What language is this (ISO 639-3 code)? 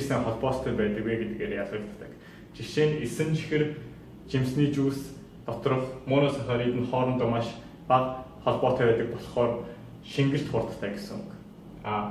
mon